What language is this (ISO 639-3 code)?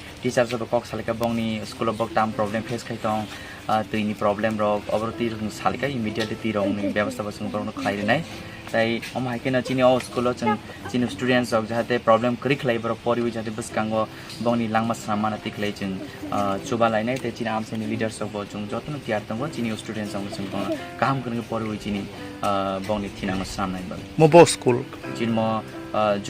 trp